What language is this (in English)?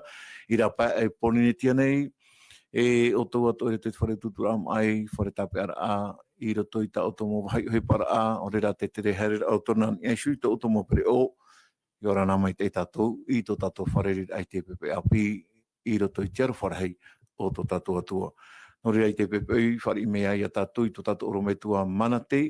Tahitian